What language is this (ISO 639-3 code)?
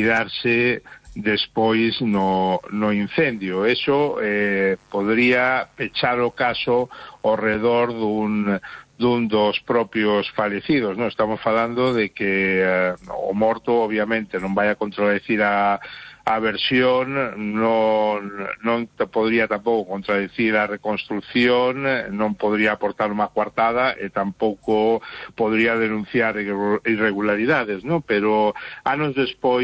glg